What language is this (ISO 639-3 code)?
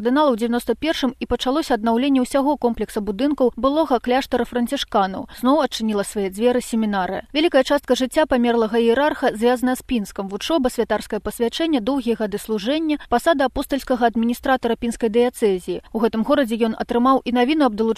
bel